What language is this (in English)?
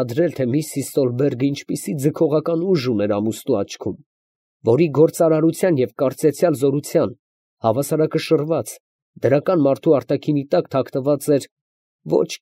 Armenian